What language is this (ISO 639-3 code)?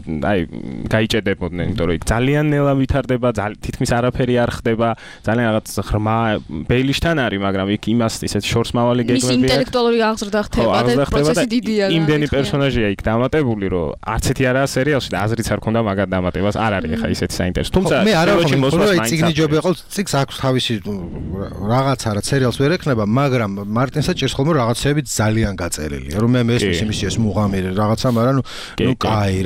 kat